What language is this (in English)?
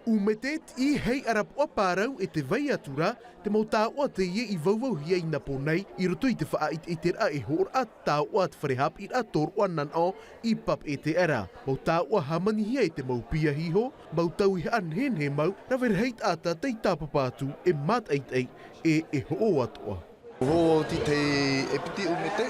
Tahitian